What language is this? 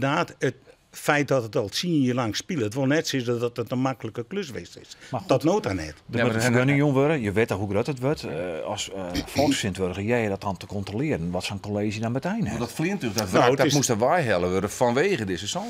Western Frisian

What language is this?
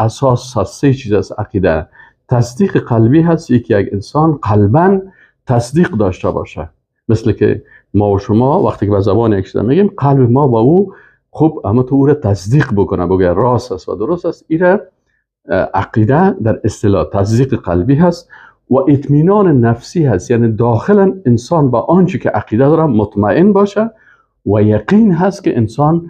Persian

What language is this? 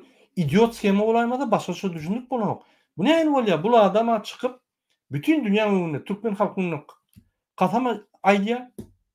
Turkmen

